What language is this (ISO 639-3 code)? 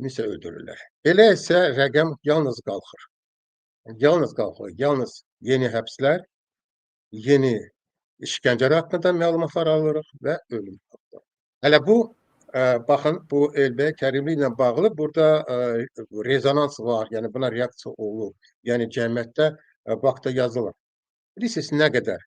aze